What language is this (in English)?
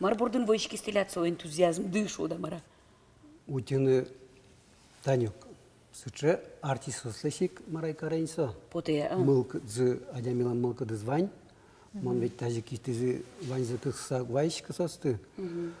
Udmurt